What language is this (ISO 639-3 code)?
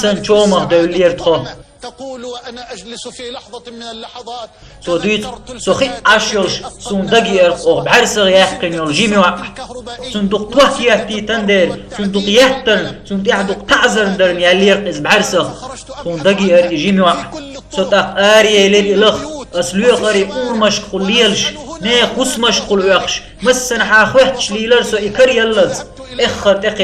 che